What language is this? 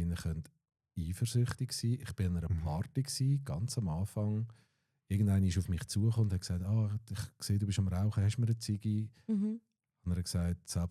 Swiss German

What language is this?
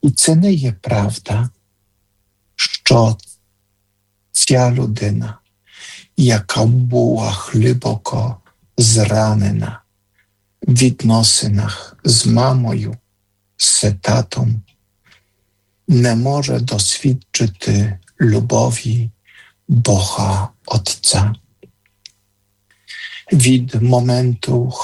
Ukrainian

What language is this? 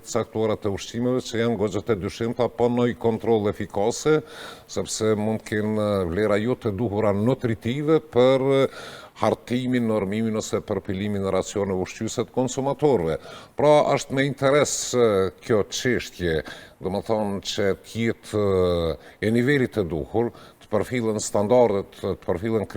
Albanian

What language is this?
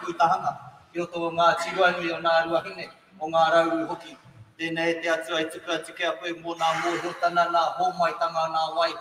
Māori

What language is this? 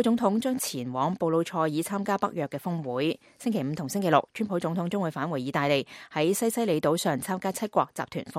Cantonese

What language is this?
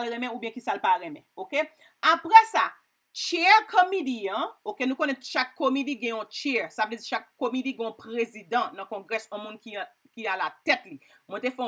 Haitian Creole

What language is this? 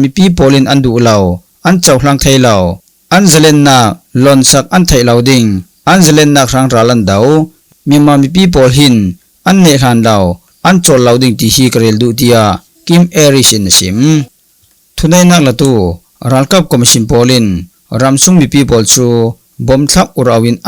Falam Chin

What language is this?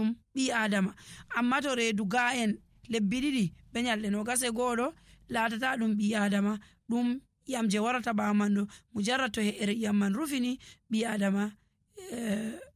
Nigerian Fulfulde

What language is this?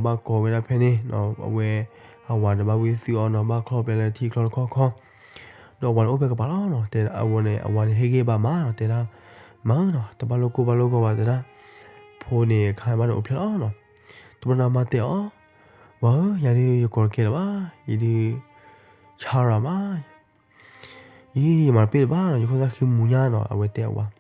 S'gaw Karen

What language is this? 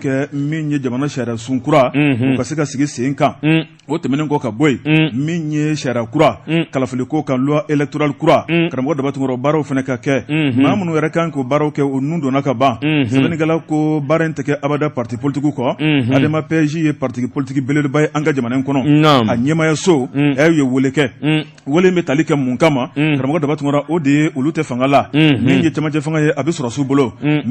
Bambara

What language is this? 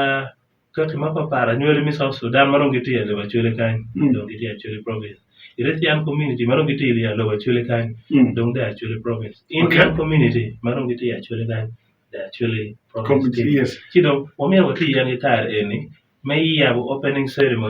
Acoli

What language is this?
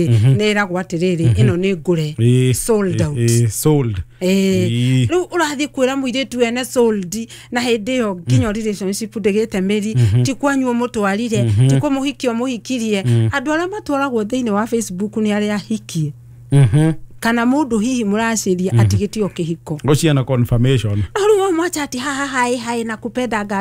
Kikuyu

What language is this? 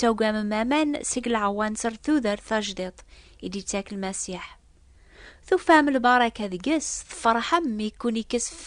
Kabyle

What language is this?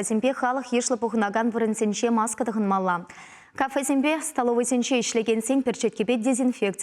Chuvash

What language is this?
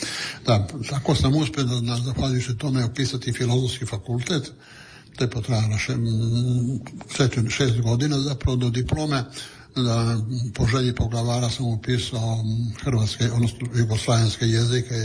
Croatian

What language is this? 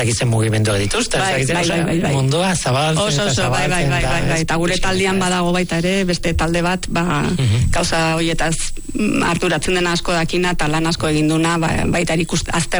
Basque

